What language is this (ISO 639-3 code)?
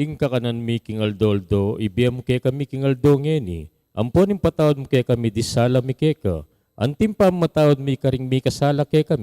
pam